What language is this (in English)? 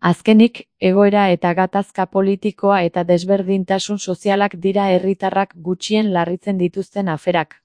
Basque